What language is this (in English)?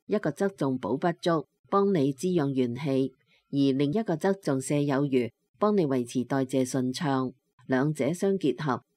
Cantonese